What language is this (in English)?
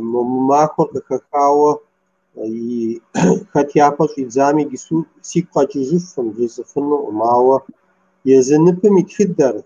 Kabardian